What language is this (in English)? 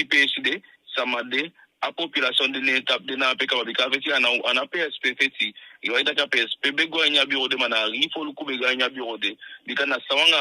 Eastern Maroon Creole